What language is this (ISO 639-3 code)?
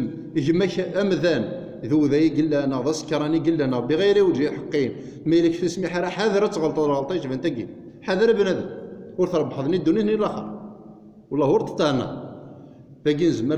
kab